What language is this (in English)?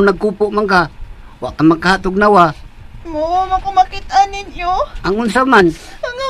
Cebuano